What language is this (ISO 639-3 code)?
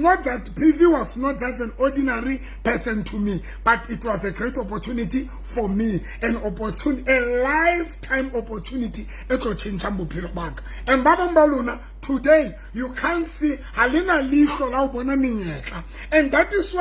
sot